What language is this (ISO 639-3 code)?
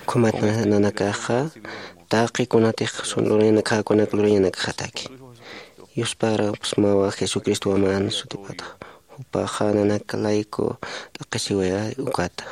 aym